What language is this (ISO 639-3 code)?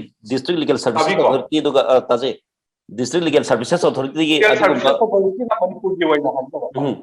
mni